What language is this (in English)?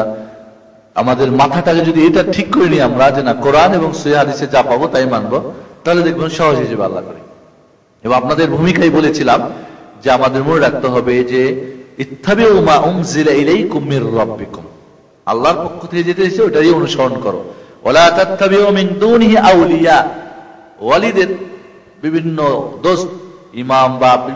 Bangla